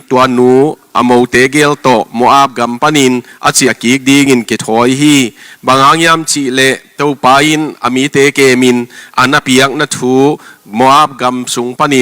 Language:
Tedim Chin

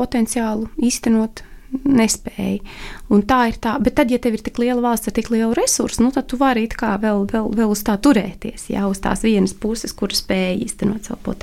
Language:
Latvian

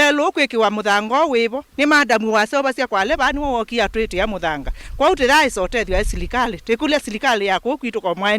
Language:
Kamba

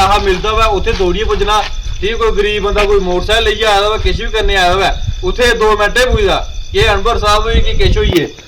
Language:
Dogri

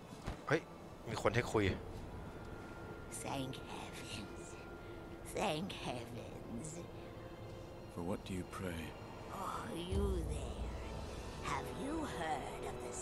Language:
Thai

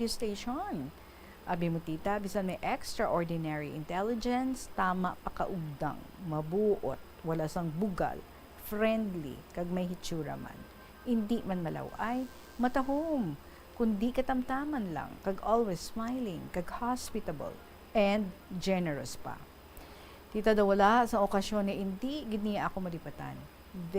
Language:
Hiligaynon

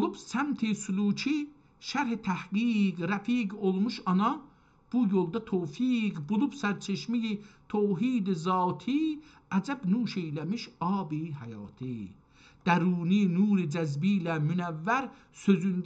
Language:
South Azerbaijani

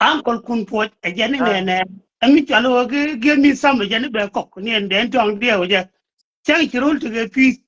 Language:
Nuer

